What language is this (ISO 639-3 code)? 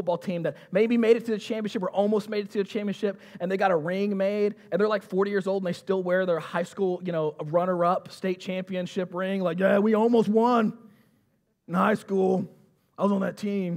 eng